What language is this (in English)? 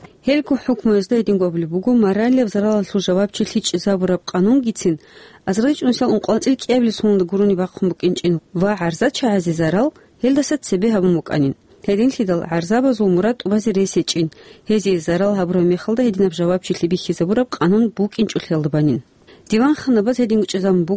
Avaric